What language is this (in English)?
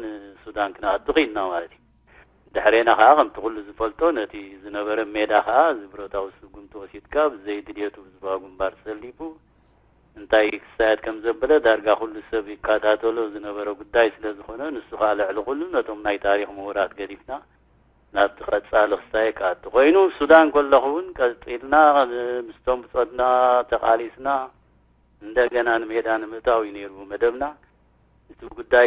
Tigrinya